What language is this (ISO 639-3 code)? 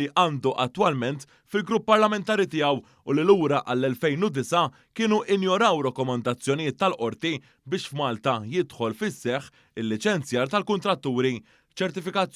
mlt